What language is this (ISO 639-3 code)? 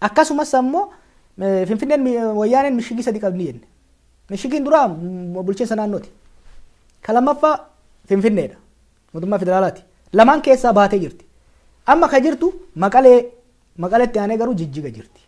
orm